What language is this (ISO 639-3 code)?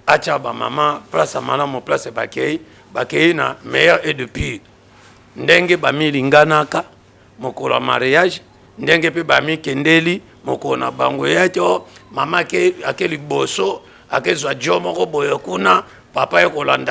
lin